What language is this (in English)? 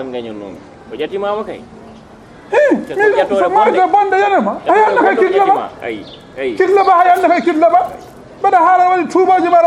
Fula